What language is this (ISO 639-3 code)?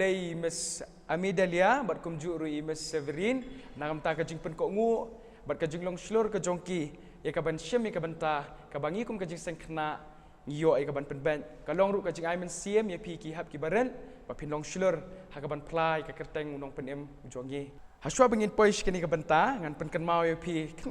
kha